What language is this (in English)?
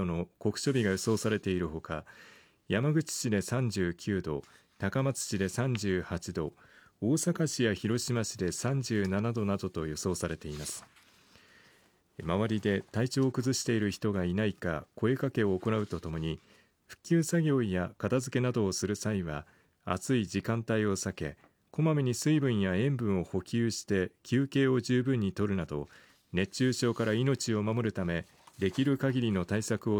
Japanese